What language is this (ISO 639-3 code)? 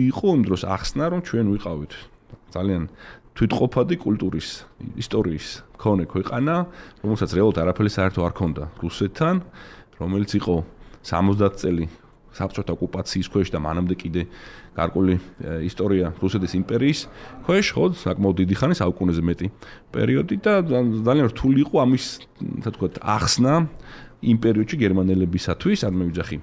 kat